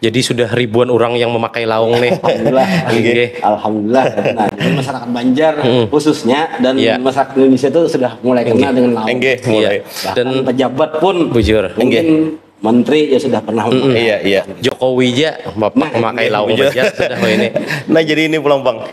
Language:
Banjar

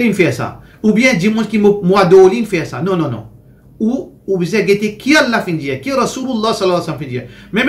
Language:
Morisyen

